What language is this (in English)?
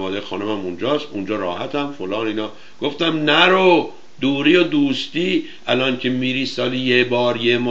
Persian